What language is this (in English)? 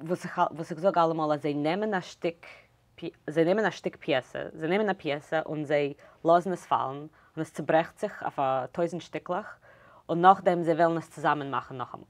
Yiddish